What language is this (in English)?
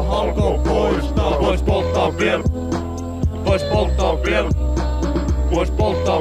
Finnish